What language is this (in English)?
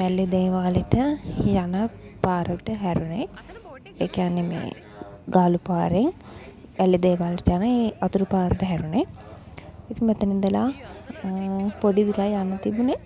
Sinhala